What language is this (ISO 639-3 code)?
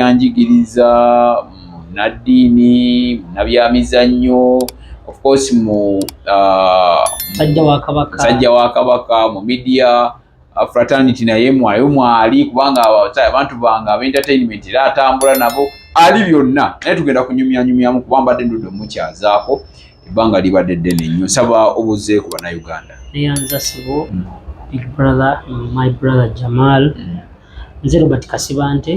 lug